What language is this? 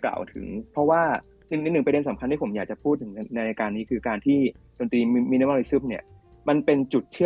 Thai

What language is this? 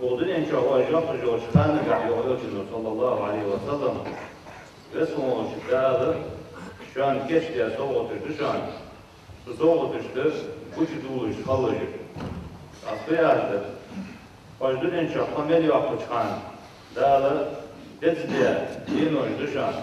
Ingush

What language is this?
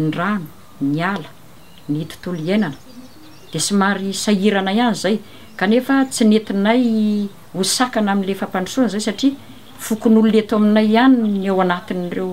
Malagasy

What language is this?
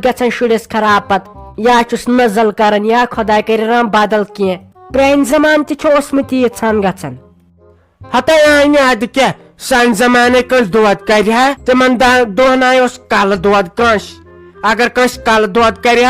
Kashmiri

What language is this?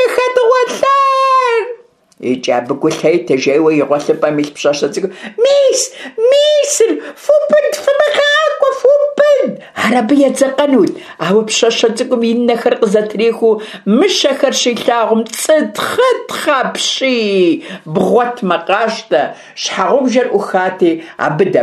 Kabardian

